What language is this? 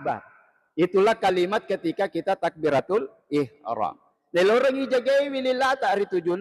Buginese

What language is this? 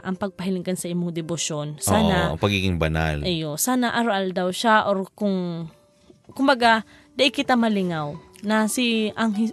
Bikol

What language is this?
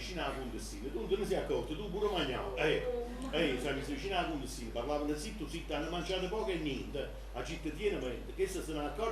Neapolitan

